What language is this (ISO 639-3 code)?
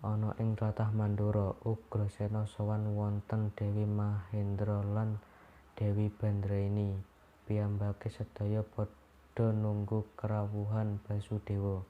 jav